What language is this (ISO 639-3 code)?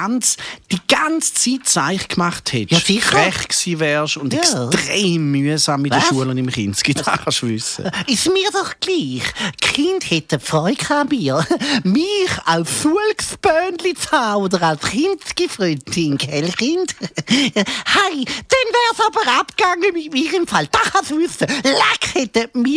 gsw